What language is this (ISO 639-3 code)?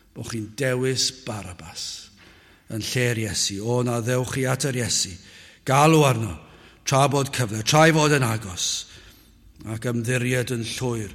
cym